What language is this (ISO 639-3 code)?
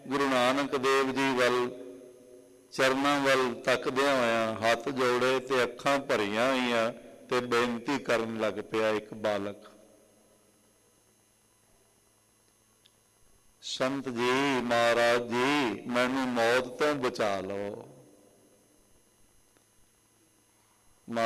pan